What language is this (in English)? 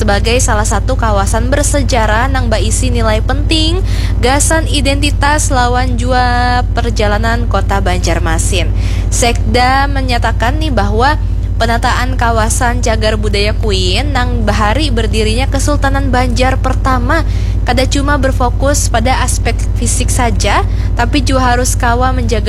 Banjar